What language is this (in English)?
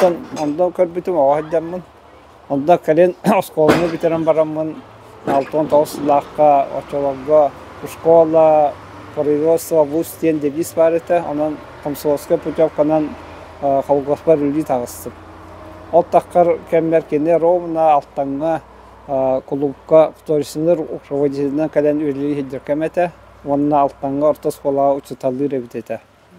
Yakut